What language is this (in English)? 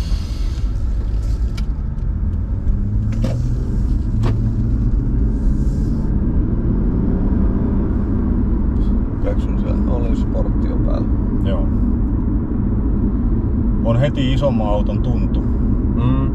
Finnish